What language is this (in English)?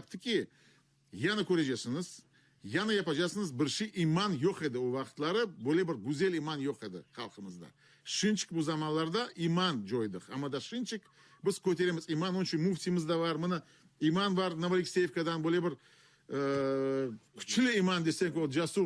Crimean Tatar